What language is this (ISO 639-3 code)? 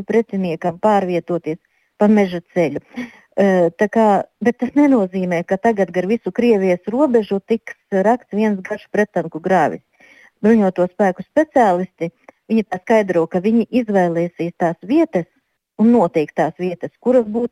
lav